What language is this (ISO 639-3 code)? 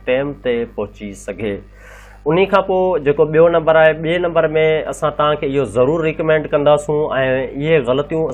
snd